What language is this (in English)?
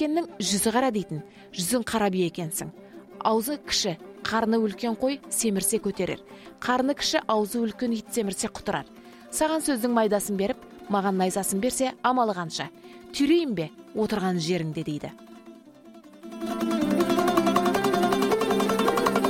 Kazakh